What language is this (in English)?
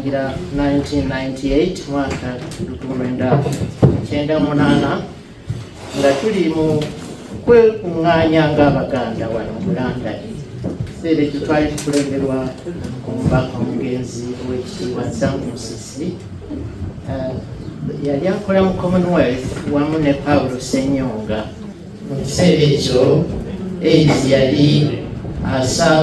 Ganda